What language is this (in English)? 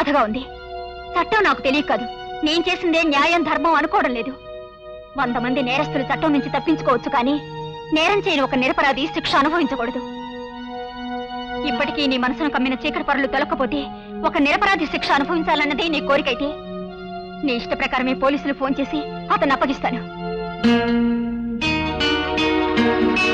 Telugu